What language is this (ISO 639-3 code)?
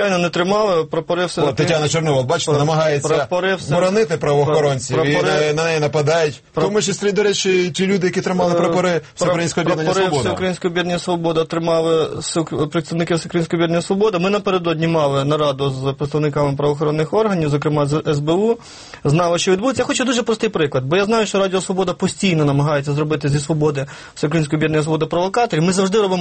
ukr